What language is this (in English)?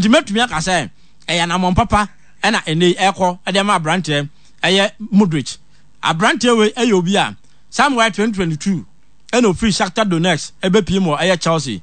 Akan